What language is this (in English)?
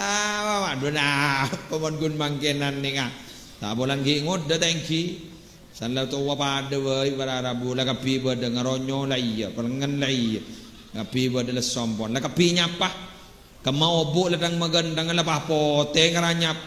Madurese